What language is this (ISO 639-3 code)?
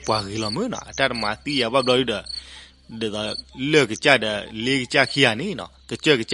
ksw